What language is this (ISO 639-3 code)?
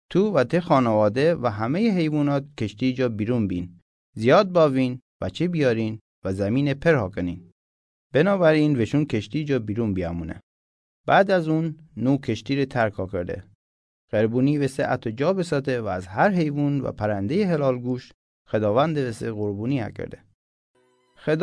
mzn